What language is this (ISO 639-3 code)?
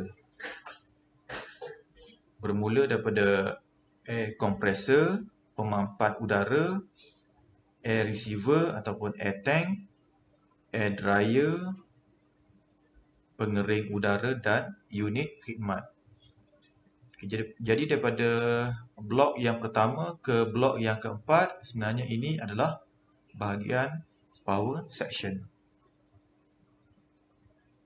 msa